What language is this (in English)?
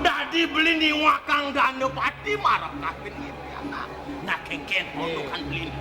Balinese